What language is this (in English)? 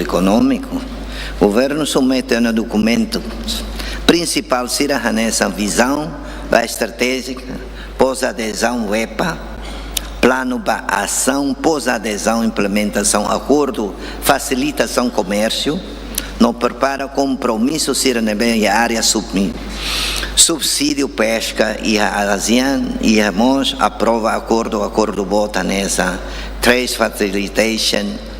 Tetum